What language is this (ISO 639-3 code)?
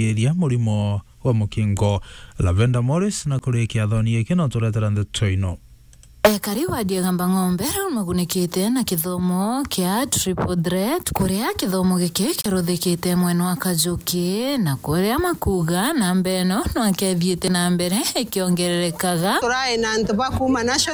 mer